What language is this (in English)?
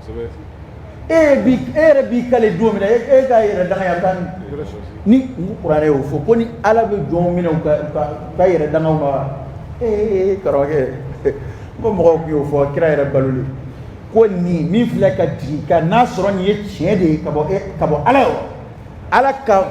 Dyula